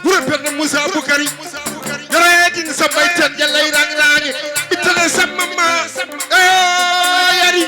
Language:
Fula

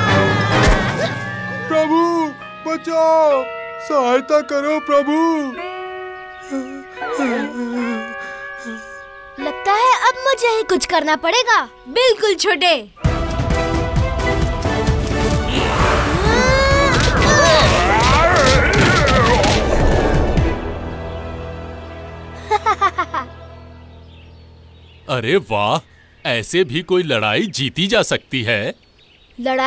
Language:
Hindi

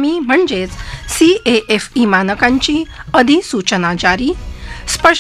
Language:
Marathi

